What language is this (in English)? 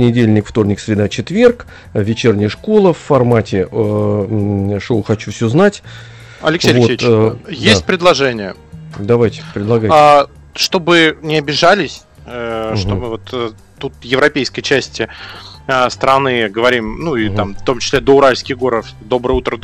Russian